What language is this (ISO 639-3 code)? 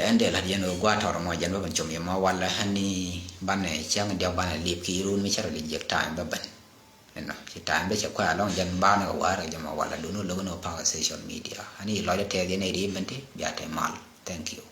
nus